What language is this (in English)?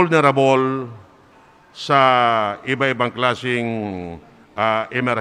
Bikol